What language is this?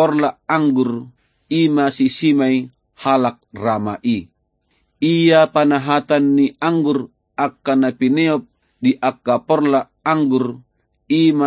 Batak Toba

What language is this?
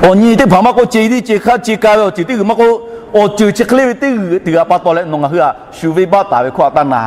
Lahu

